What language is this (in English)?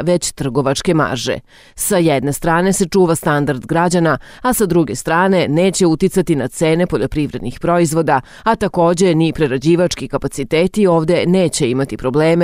Serbian